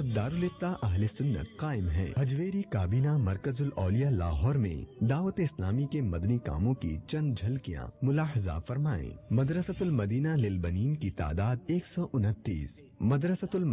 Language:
Urdu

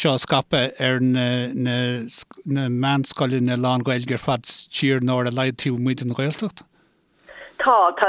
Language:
Irish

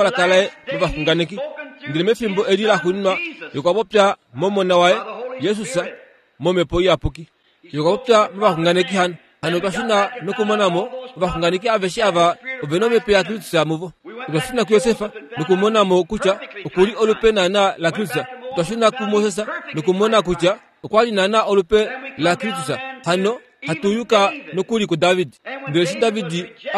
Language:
Kuanyama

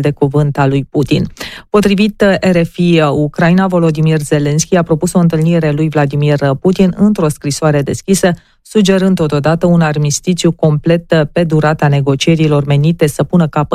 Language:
Romanian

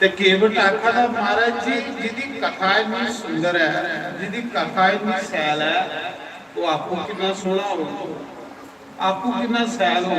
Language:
Dogri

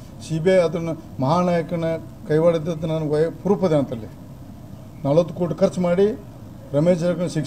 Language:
Kannada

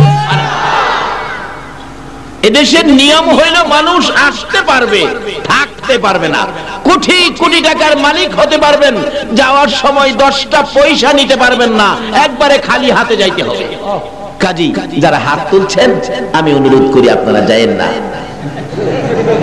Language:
Bangla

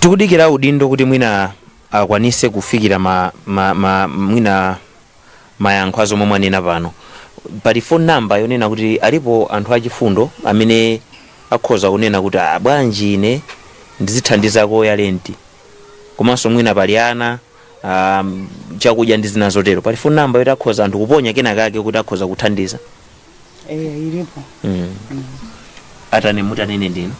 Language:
Nyanja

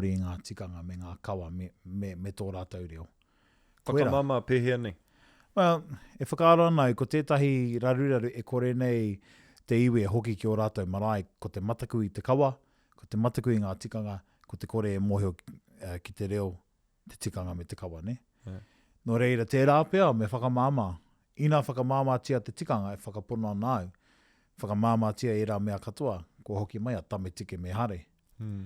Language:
Māori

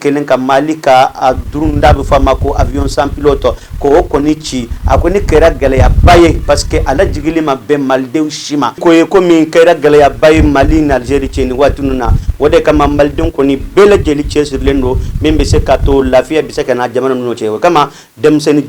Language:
Bambara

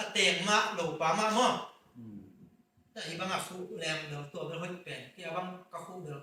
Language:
Tedim Chin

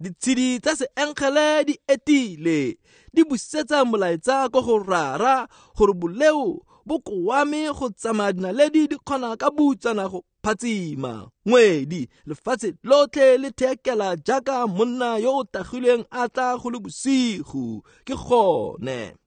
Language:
Tswana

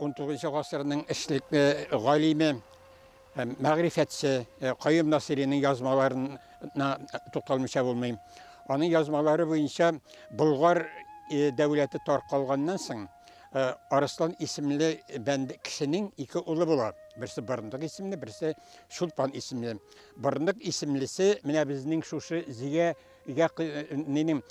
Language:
Tatar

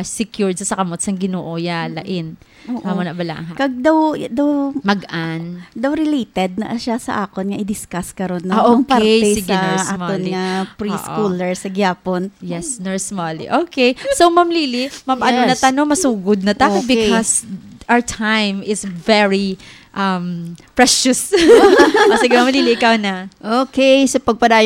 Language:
Hiligaynon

